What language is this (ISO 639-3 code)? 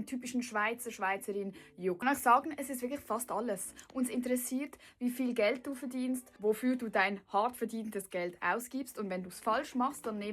gsw